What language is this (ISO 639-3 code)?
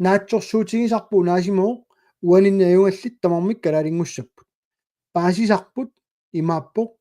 kal